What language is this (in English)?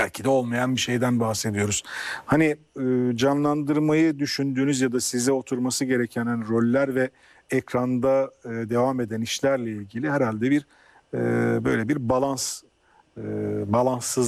Turkish